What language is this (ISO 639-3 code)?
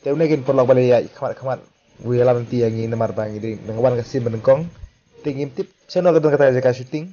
kha